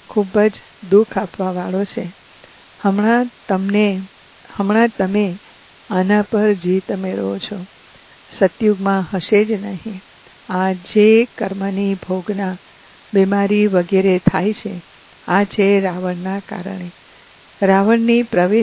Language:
Gujarati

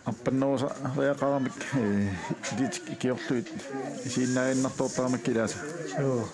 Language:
Kalaallisut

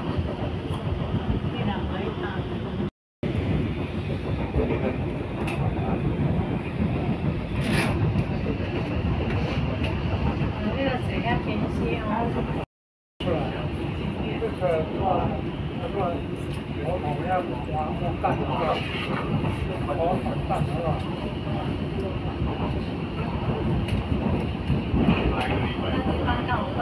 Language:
Chinese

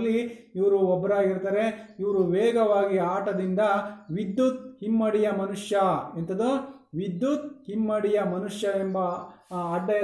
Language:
Kannada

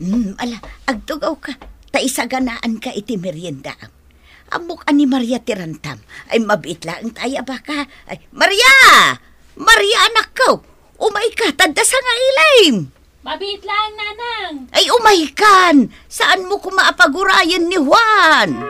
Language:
Iloko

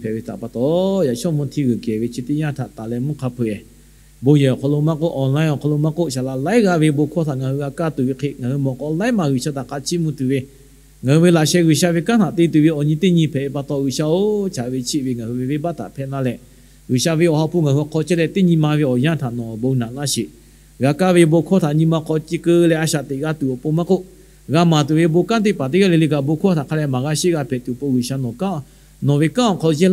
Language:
Lahu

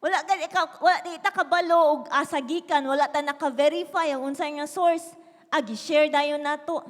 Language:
Cebuano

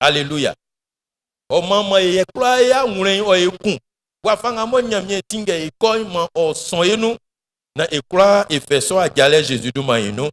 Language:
Baoulé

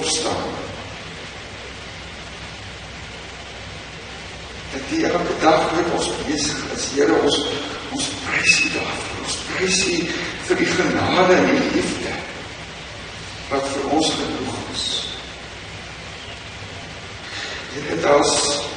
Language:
Afrikaans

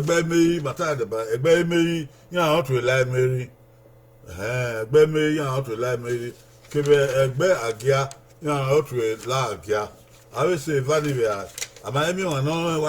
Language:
Bini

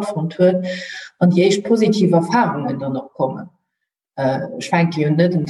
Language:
Luxembourgish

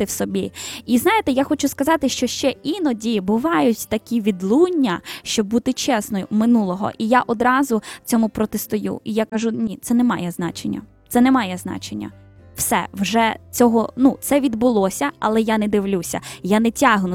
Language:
Ukrainian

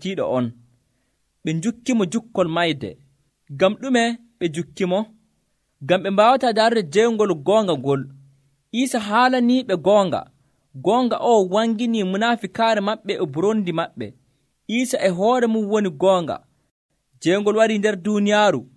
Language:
Nigerian Fulfulde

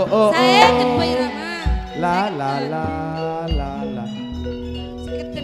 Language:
Madurese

